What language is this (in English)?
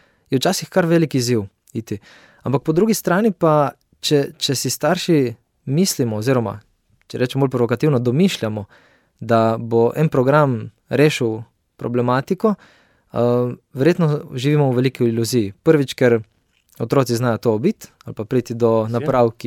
Slovenian